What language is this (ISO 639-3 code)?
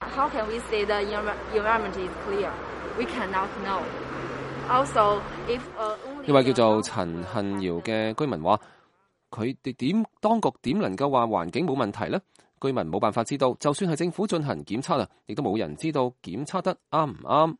yue